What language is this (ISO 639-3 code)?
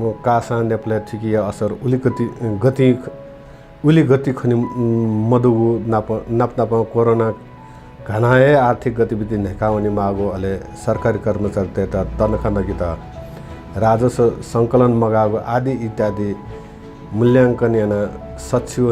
new